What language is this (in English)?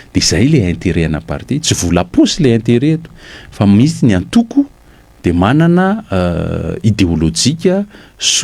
Malagasy